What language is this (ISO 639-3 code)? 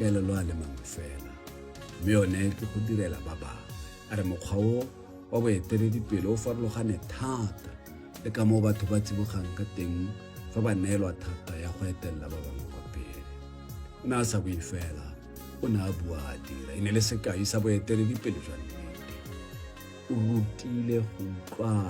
tsn